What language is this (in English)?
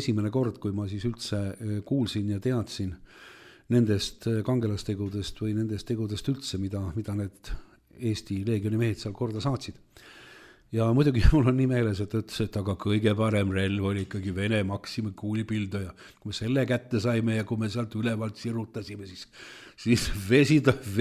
Estonian